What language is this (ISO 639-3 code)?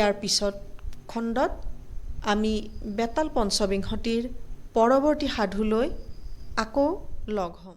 asm